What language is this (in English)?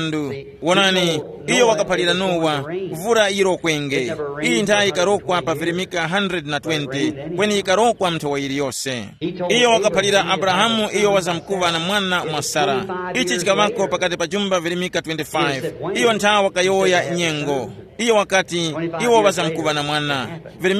Tumbuka